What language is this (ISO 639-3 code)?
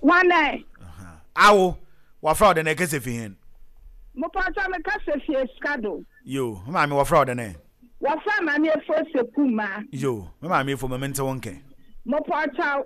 aka